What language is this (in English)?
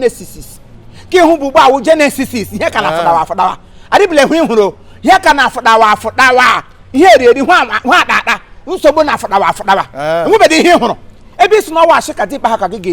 Igbo